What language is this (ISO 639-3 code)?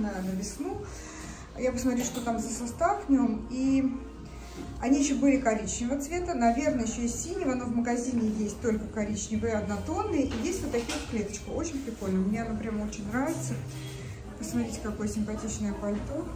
rus